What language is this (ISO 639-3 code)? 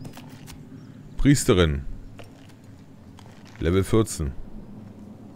deu